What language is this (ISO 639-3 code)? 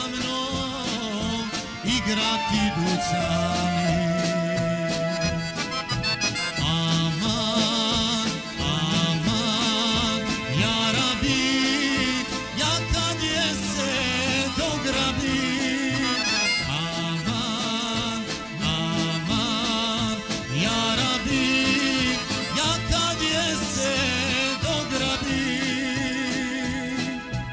bos